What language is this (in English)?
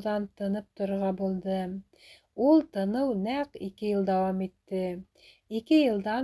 Bashkir